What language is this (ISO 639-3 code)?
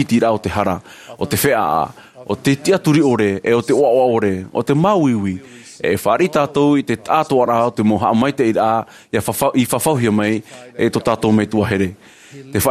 tah